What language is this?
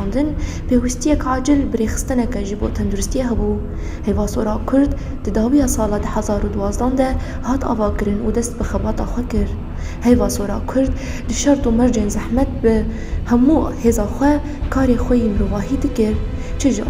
Kurdish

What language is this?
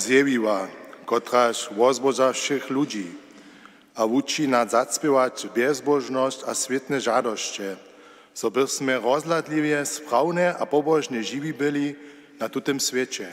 Upper Sorbian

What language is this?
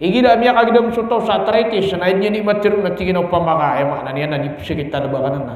Maranao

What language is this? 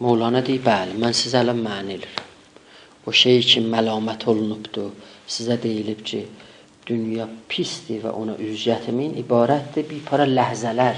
South Azerbaijani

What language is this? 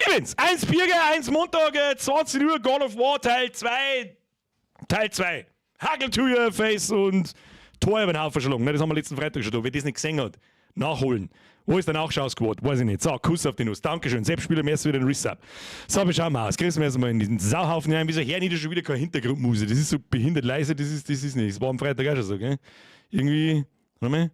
Bavarian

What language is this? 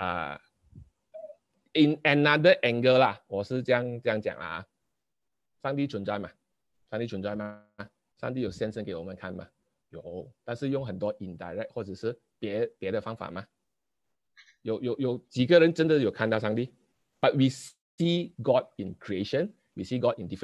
Chinese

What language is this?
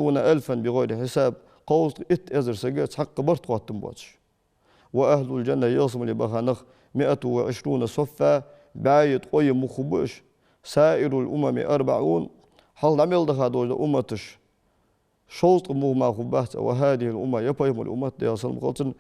Ingush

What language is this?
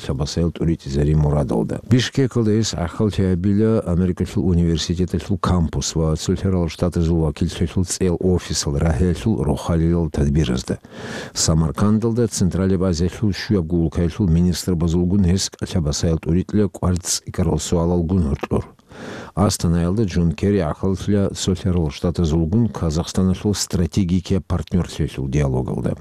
Avaric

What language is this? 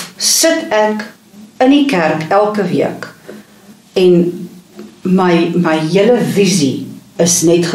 Afrikaans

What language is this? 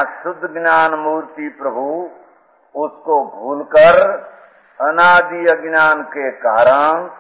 Hindi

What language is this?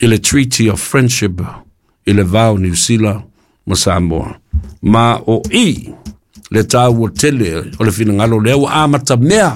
Samoan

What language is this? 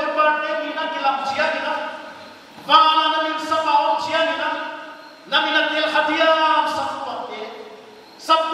Paite Chin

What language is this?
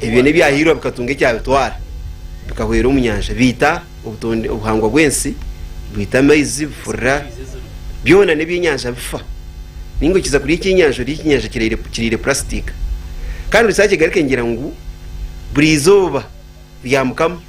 Nyankole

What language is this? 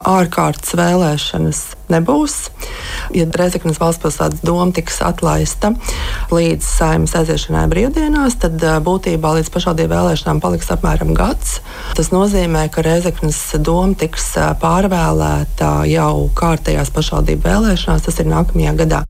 Latvian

